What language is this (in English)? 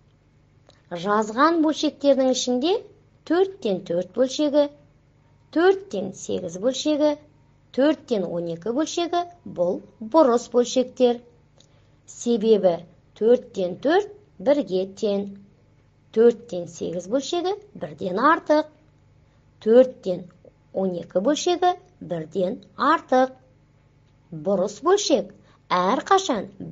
Kazakh